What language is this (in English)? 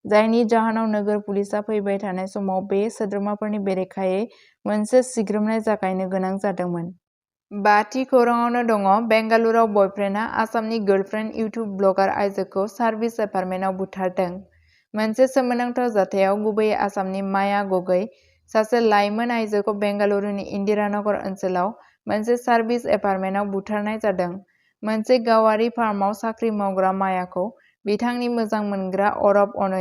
Bodo